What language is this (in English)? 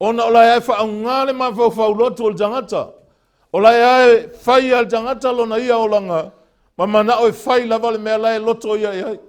Samoan